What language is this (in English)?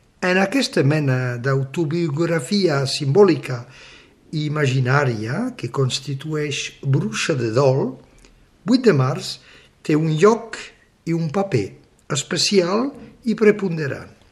Catalan